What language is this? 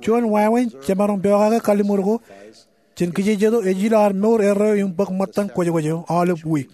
Marshallese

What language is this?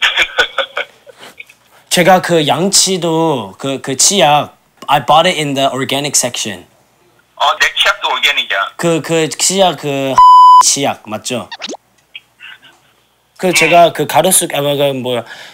Korean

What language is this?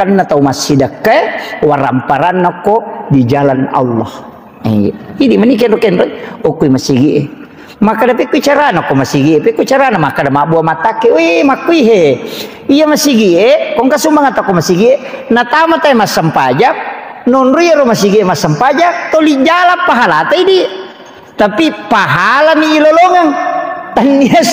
Buginese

